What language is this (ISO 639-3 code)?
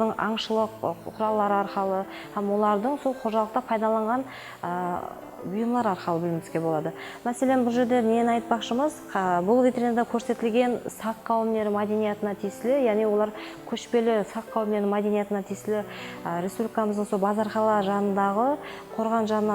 kaa